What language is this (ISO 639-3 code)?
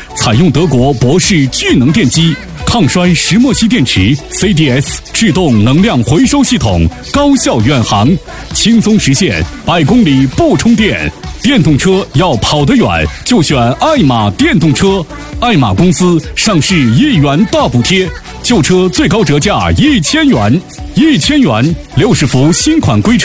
zho